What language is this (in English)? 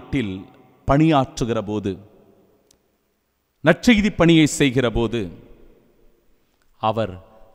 Tamil